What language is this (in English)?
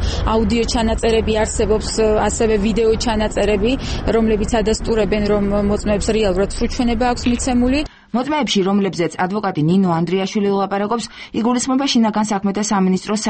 Georgian